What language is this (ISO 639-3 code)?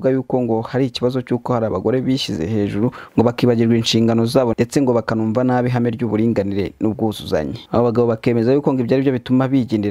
kin